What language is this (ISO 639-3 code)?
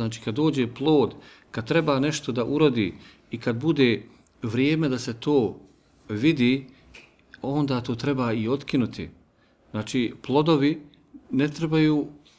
bos